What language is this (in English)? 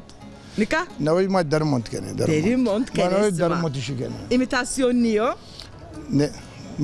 Zaza